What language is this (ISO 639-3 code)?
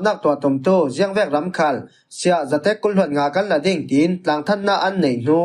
cfm